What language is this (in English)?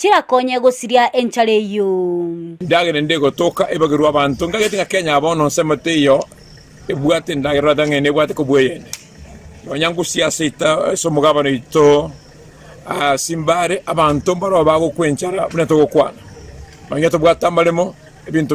Gusii